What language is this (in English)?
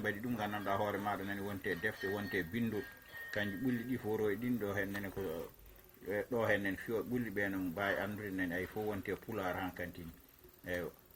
Fula